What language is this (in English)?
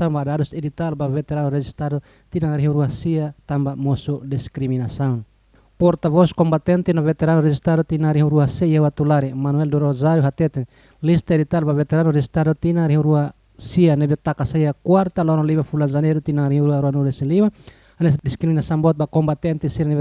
Tetum